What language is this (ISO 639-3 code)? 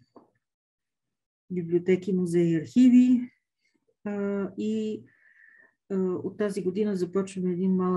bul